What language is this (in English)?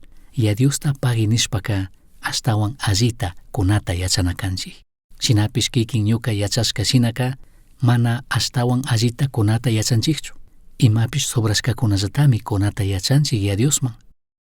Chimborazo Highland Quichua